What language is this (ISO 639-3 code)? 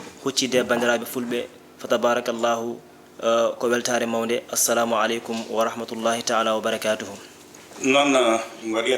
ful